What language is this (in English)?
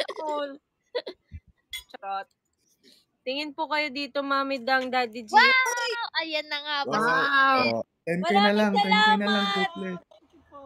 Filipino